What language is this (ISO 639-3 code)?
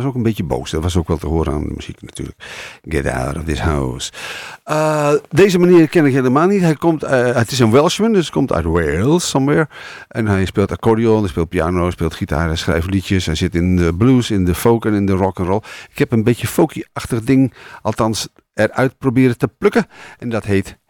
nld